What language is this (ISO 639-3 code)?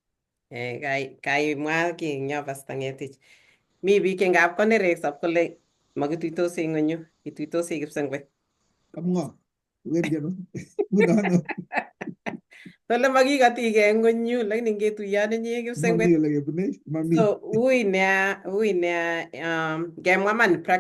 kln